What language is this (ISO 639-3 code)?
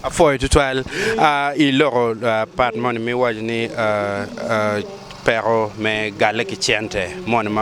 ach